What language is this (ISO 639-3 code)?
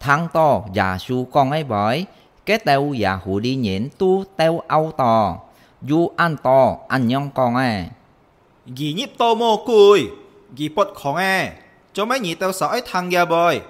hak